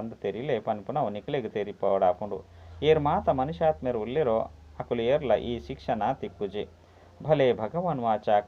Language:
Tulu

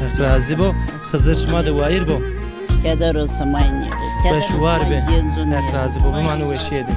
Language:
Zaza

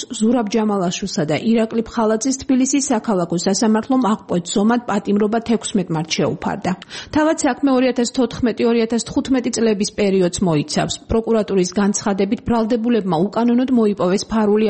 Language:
Georgian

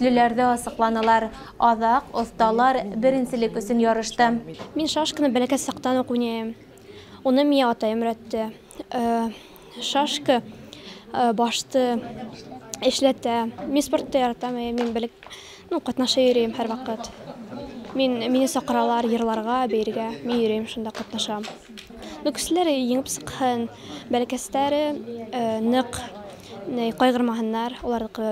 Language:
Bashkir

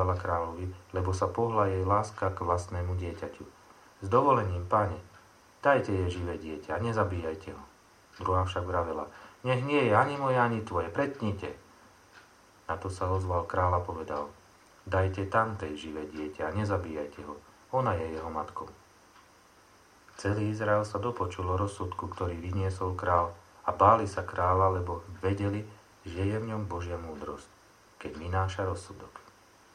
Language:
Slovak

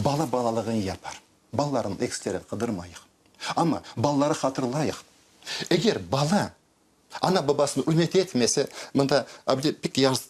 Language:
Crimean Tatar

